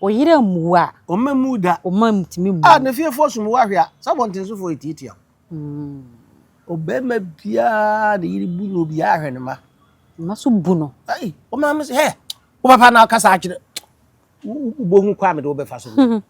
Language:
Akan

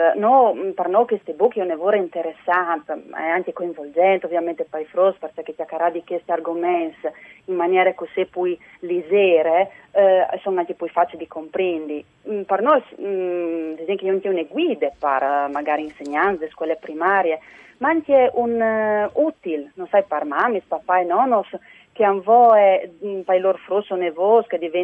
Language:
Friulian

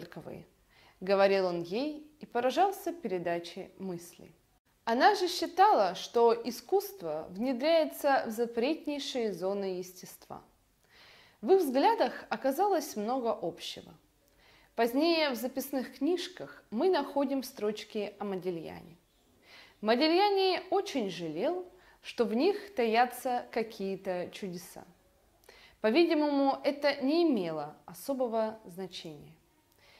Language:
Russian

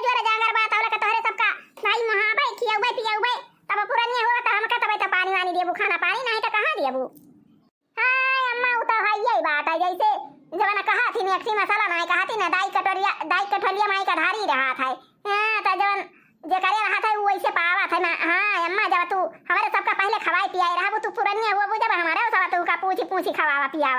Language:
Awadhi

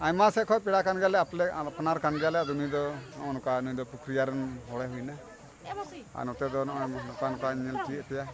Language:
Santali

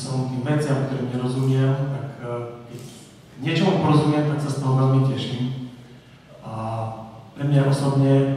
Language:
Slovak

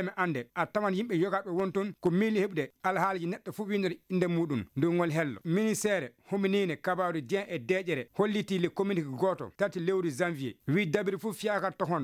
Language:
Fula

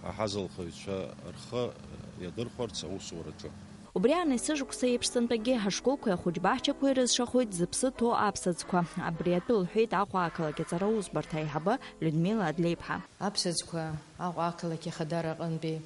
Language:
Abkhazian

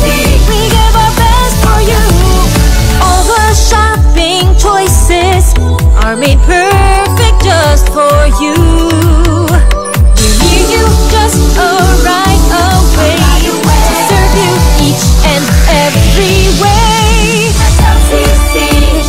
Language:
Bikol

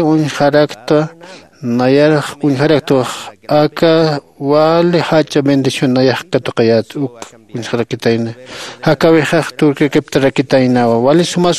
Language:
Aymara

